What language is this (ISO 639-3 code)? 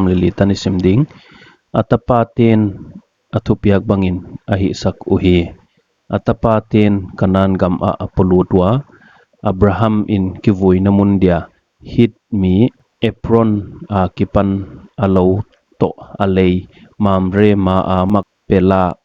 pck